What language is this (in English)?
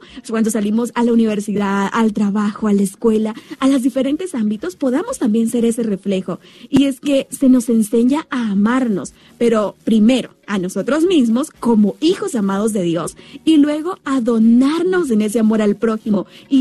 Spanish